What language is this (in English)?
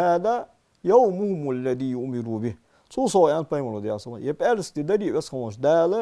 Ingush